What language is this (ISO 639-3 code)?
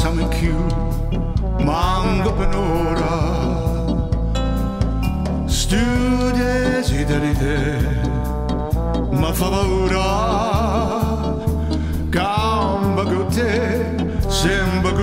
ita